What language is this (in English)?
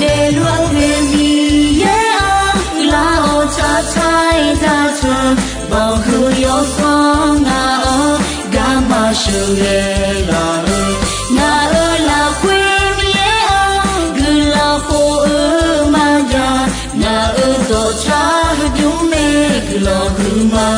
Akha